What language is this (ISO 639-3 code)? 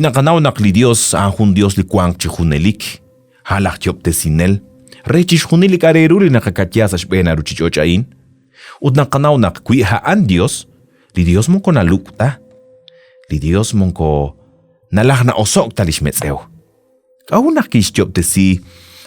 kek